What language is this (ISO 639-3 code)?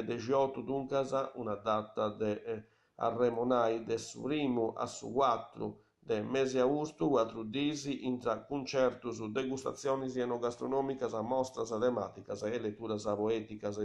srd